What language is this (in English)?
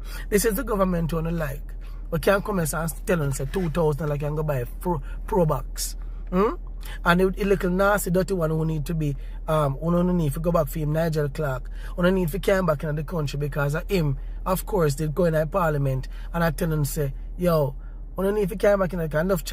Jamaican Creole English